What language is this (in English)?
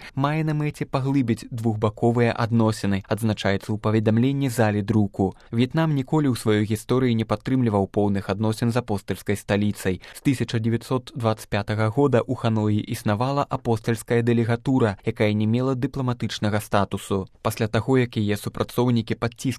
Belarusian